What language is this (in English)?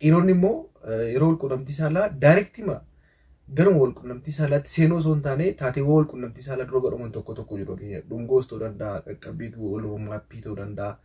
Oromo